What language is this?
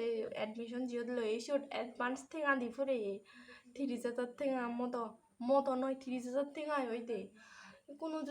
Chakma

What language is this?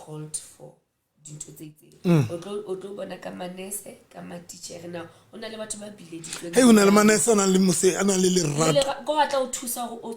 Southern Sotho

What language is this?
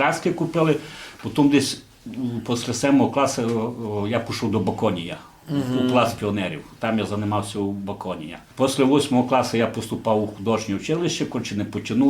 Rusyn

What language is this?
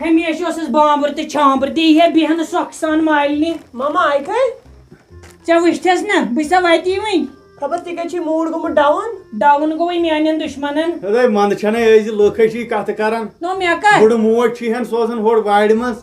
Kashmiri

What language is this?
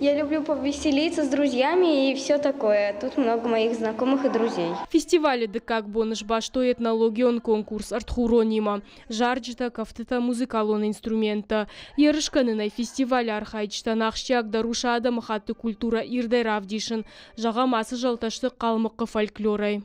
Ossetic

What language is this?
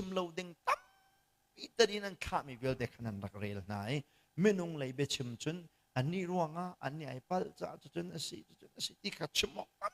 Hakha Chin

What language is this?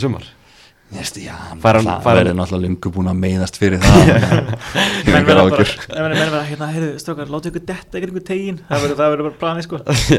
Icelandic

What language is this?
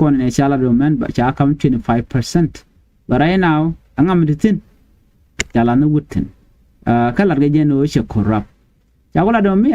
Nuer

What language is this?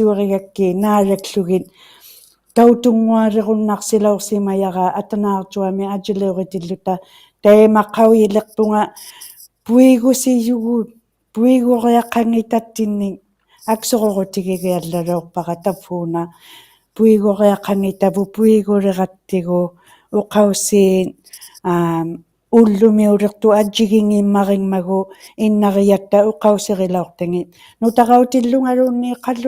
Inuktitut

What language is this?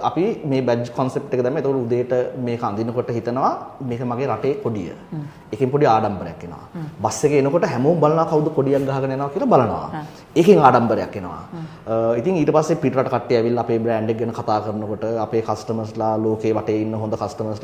Sinhala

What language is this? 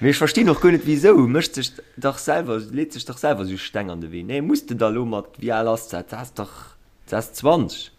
Luxembourgish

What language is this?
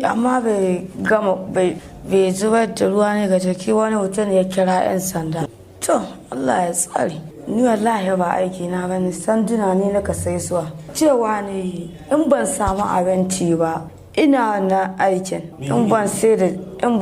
Hausa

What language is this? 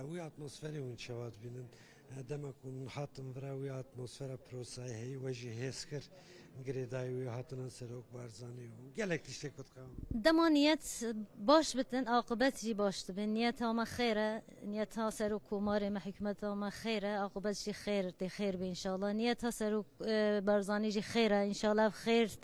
Kurdish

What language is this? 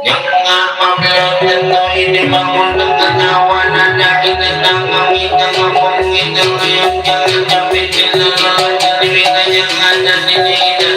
Betawi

